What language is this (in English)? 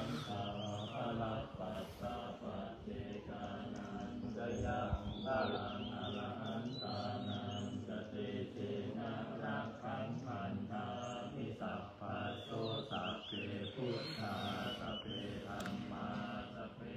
Pali